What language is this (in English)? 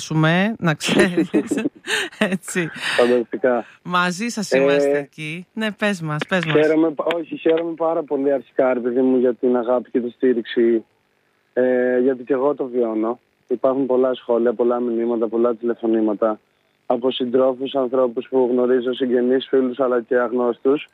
Greek